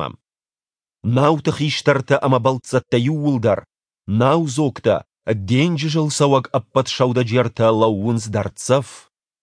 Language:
Ossetic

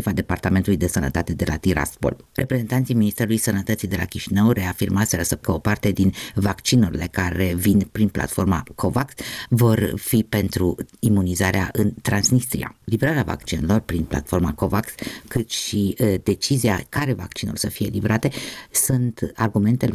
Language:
Romanian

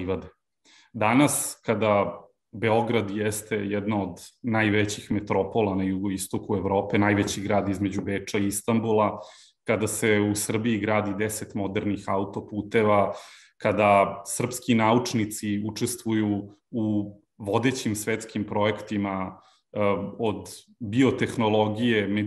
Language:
Serbian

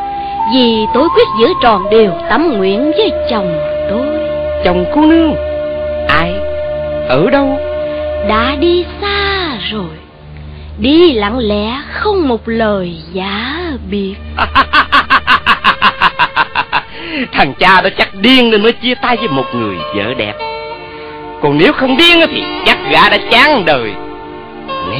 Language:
Vietnamese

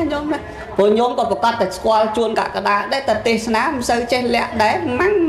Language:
Khmer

